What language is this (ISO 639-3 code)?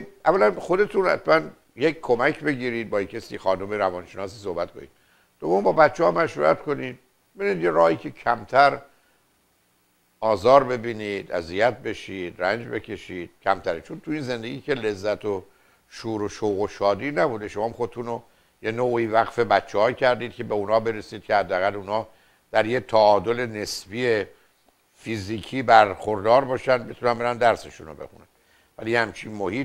fas